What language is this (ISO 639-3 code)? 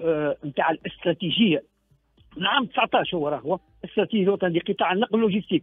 aeb